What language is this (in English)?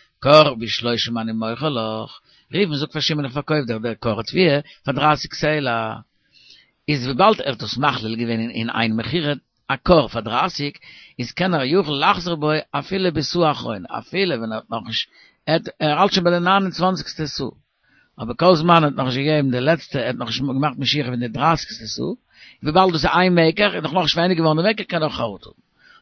Yiddish